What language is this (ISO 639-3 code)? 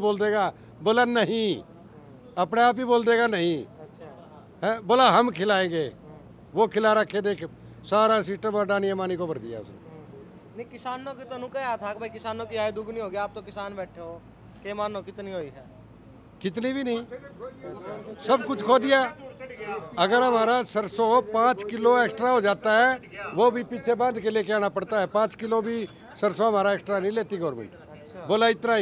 hin